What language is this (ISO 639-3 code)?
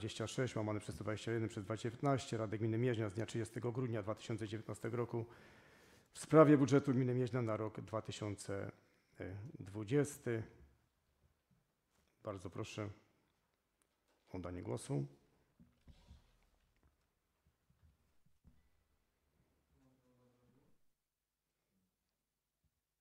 pol